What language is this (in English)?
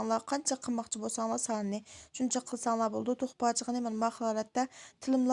Uyghur